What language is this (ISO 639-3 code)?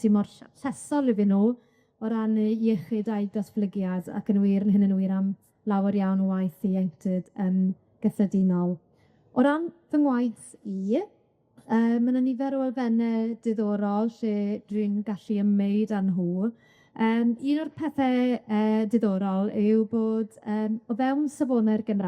cym